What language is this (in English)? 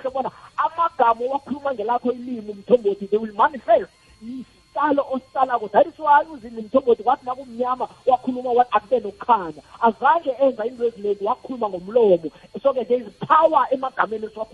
South Ndebele